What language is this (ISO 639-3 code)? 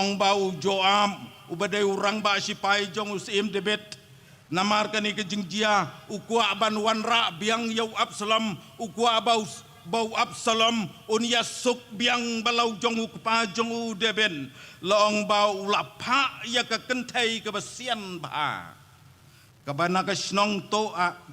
kha